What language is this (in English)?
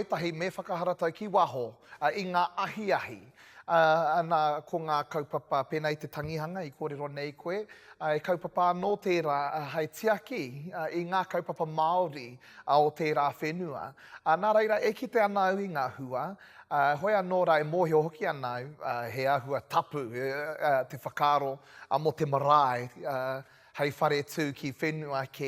Māori